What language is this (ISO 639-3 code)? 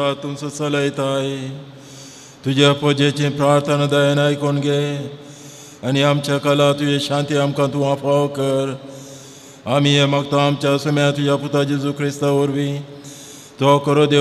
kok